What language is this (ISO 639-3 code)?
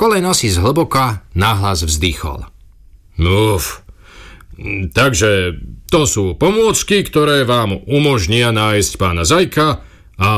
slk